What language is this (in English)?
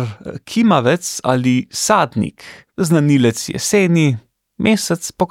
Slovenian